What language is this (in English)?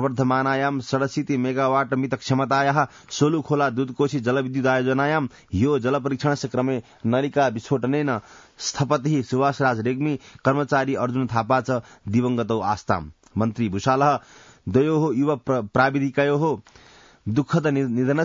Sanskrit